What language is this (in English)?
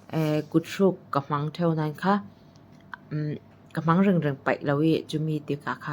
Falam Chin